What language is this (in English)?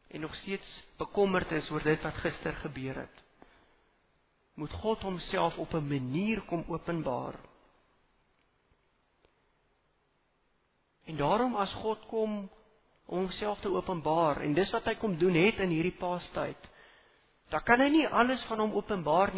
Afrikaans